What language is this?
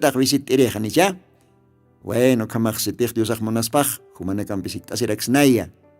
Aymara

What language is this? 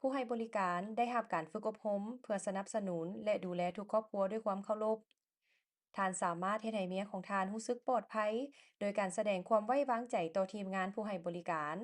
Lao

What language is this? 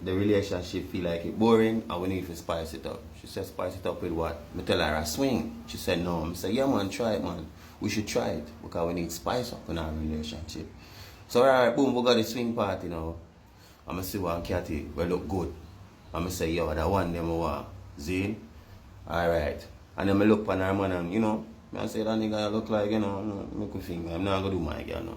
Jamaican Creole English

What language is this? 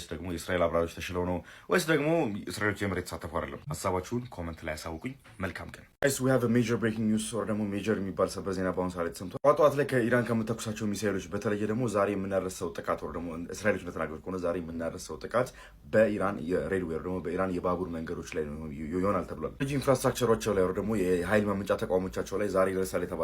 Amharic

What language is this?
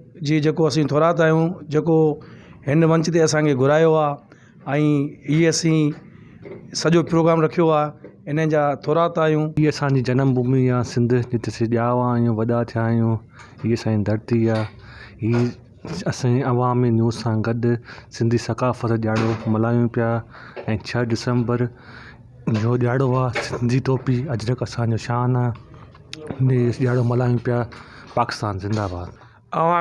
Sindhi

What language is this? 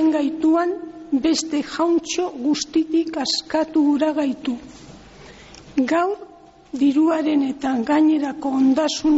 Basque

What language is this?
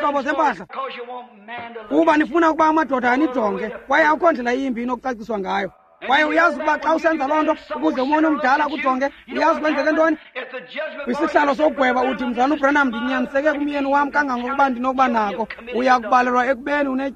Xhosa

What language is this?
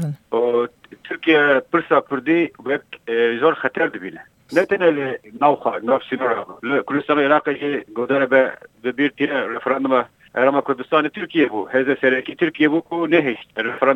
Kurdish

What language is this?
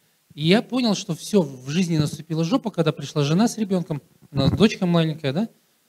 Russian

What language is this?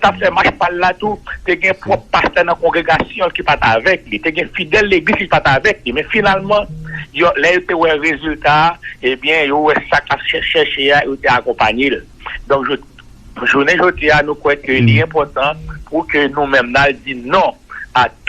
Haitian Creole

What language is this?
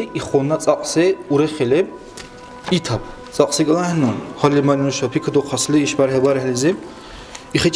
Dargwa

